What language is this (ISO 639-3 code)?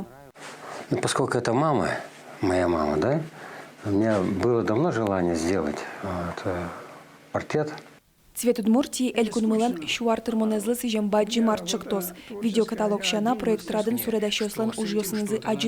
udm